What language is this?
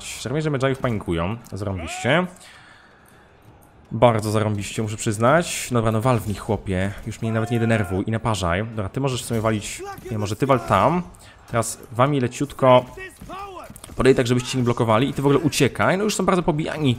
Polish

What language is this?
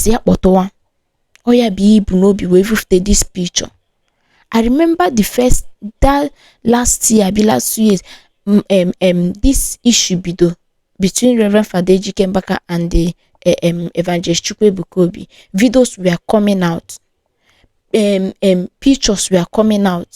Igbo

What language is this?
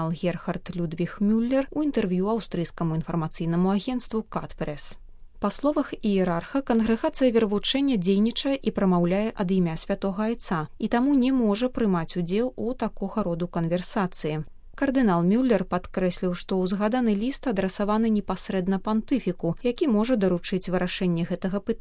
Belarusian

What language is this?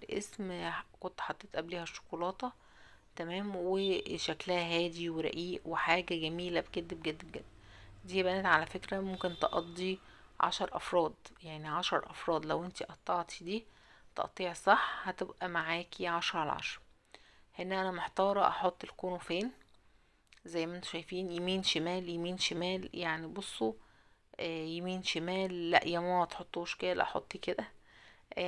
Egyptian Arabic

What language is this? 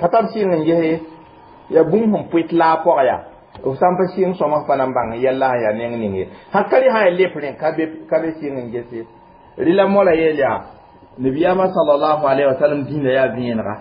Mossi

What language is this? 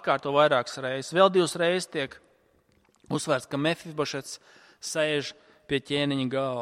Latvian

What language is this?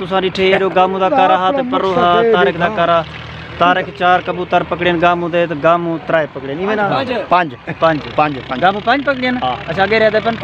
Saraiki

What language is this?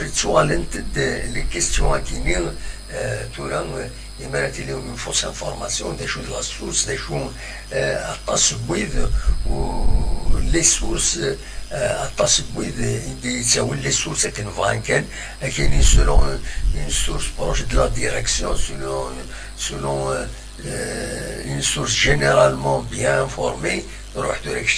Kabyle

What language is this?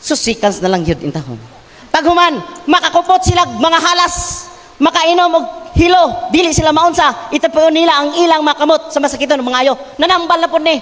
Cebuano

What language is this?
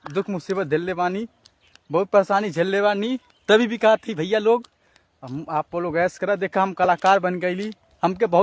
Bhojpuri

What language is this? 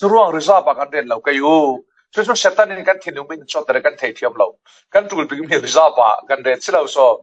Falam Chin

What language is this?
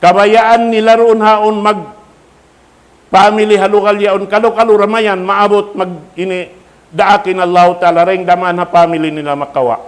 Tausug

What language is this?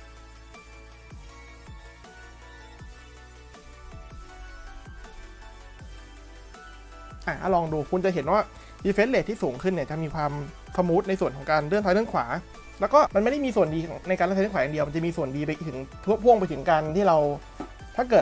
Thai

